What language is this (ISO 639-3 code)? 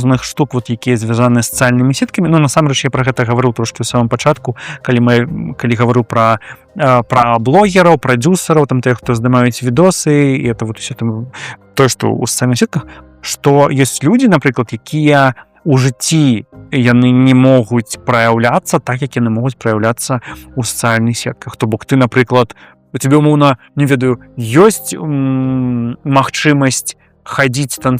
bel